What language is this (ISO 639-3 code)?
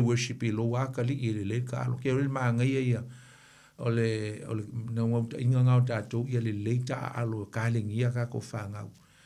smo